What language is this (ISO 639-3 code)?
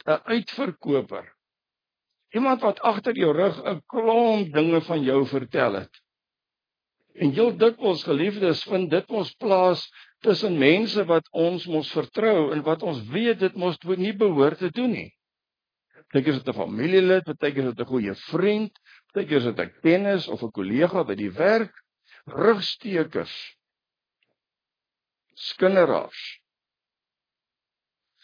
afr